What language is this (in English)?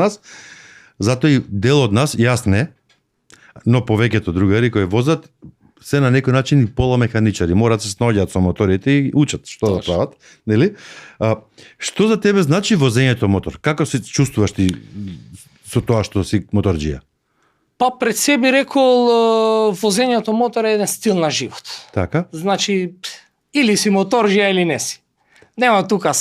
Macedonian